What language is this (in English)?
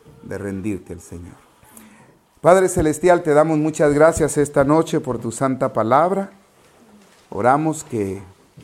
Spanish